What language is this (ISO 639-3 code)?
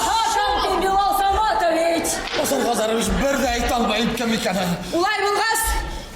bak